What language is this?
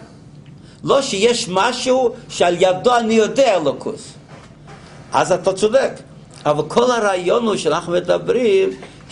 Hebrew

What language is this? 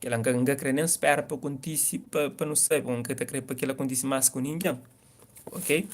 Kabuverdianu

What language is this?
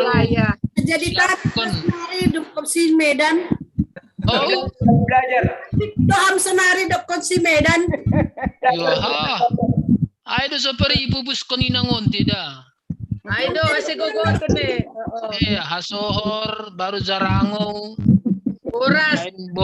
Batak Simalungun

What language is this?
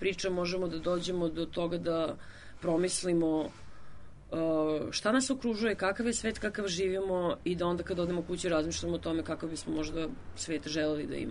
Serbian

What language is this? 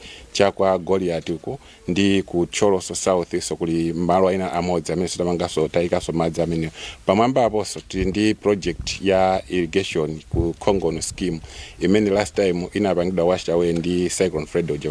Nyanja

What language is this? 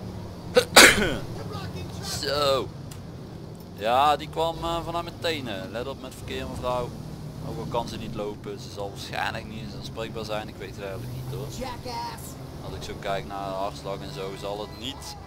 Dutch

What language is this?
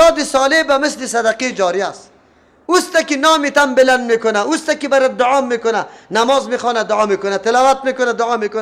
Persian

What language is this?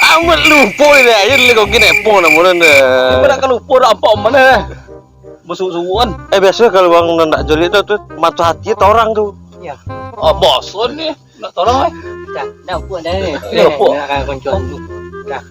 Minangkabau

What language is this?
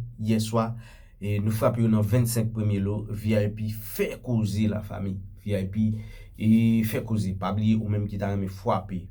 Haitian Creole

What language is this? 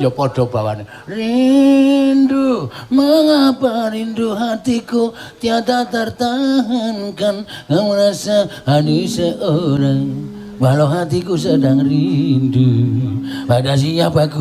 Javanese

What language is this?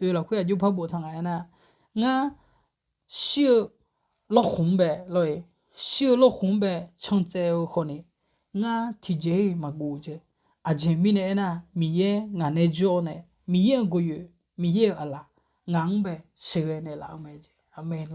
Akha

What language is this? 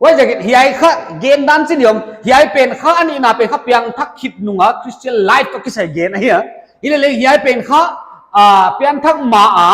Paite Chin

